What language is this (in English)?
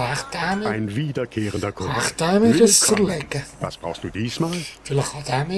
Swiss German